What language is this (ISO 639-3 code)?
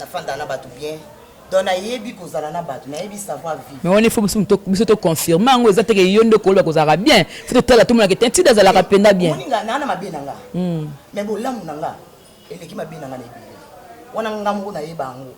lin